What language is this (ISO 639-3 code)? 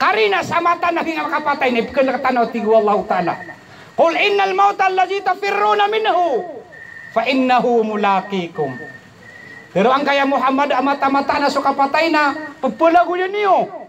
mrw